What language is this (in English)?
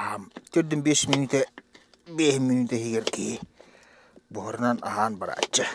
Yakut